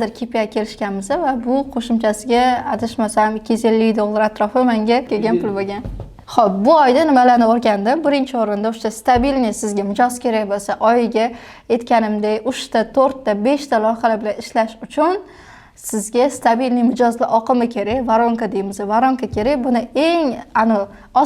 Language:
Uzbek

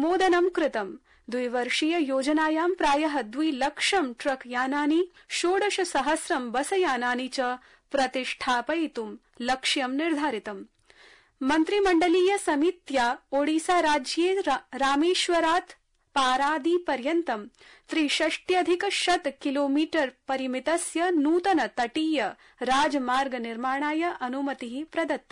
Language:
Sanskrit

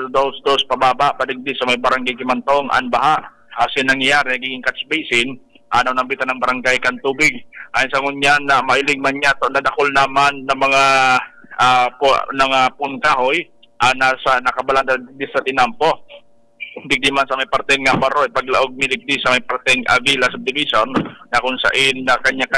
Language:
Bikol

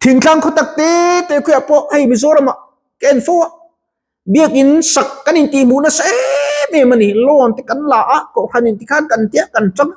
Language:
Mizo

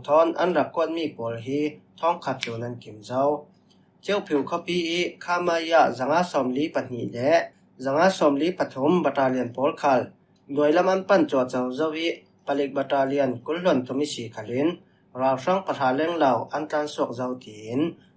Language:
Falam Chin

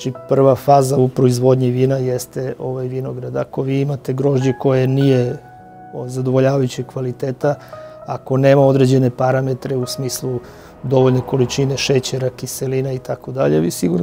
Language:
Serbian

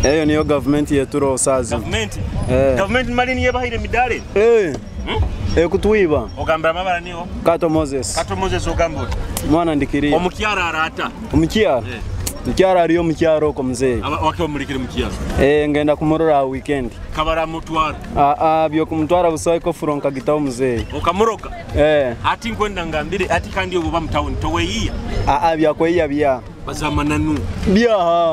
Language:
Nyoro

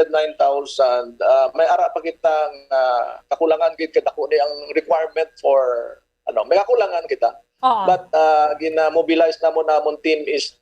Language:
Hiligaynon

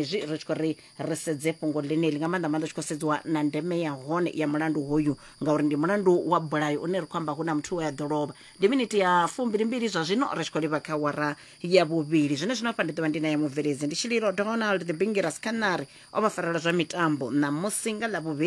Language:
Venda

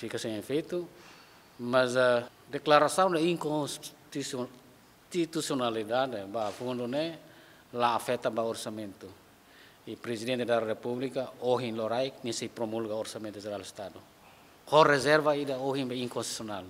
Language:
Tetum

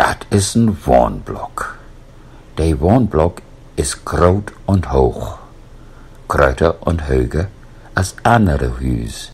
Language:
Low German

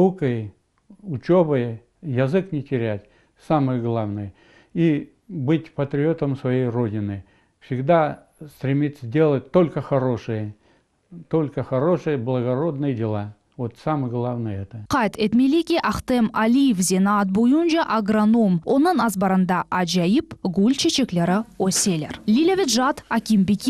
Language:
Crimean Tatar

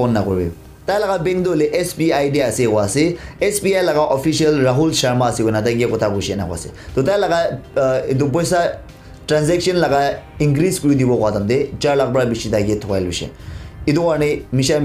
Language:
Naga Pidgin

